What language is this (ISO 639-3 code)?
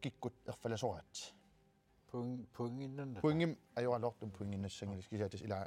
kal